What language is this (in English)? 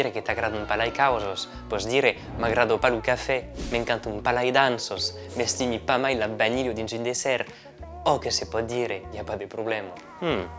Occitan